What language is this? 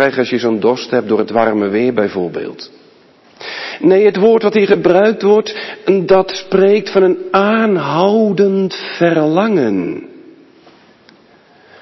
Dutch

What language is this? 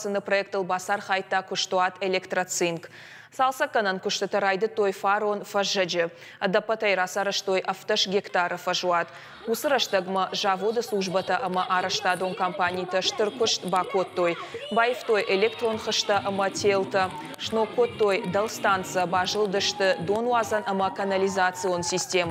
Ossetic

